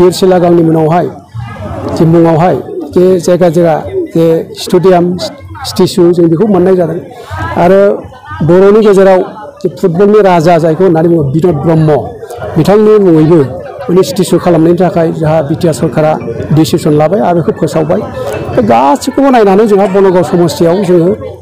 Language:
Bodo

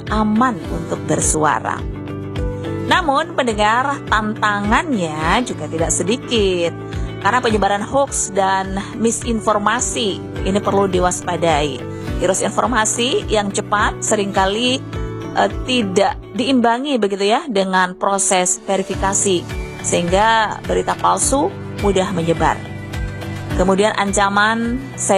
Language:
Indonesian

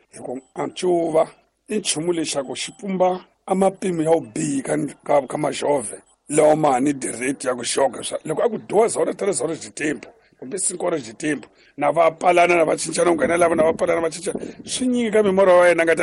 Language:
Tsonga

